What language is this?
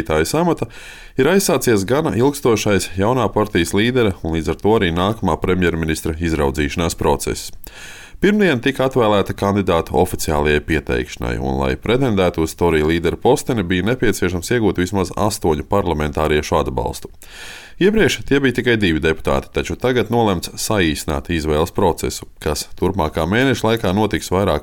Latvian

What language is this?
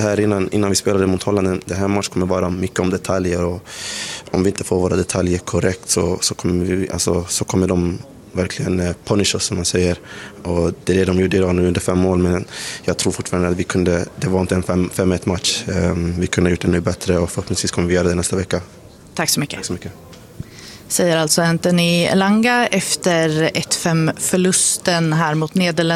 Swedish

